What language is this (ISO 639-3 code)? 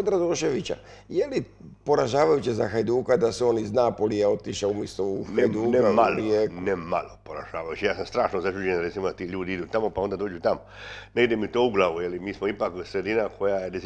hrv